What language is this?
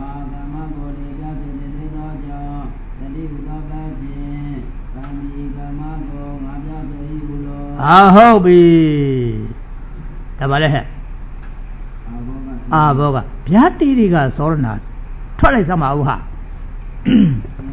Burmese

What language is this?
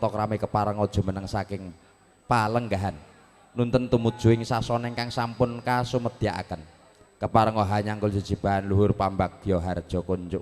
Javanese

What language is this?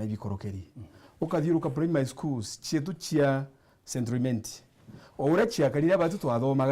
Meru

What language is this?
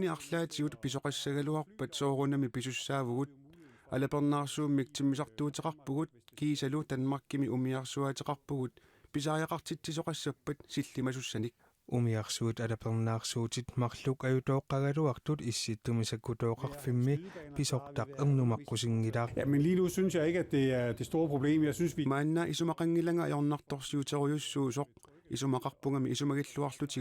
Kalaallisut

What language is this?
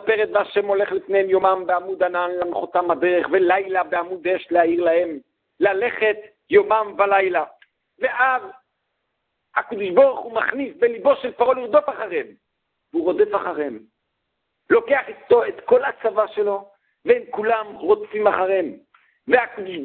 Hebrew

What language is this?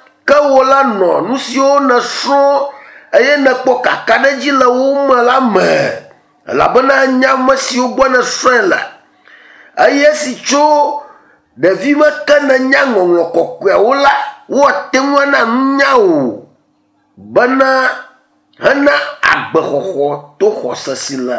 Ewe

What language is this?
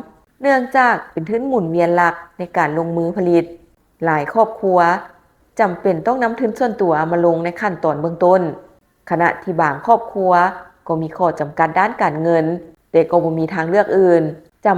Lao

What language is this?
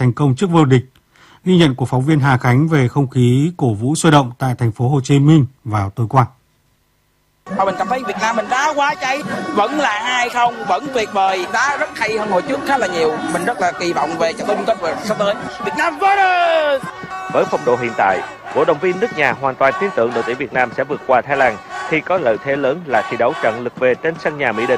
Vietnamese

